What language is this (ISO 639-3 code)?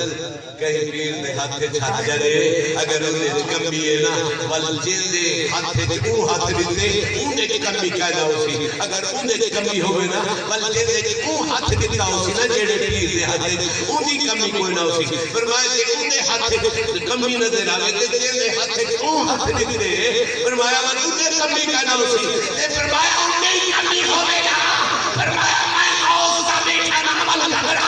skr